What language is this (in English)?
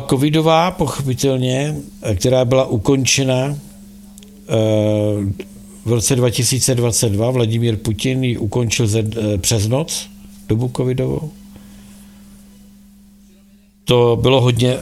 Czech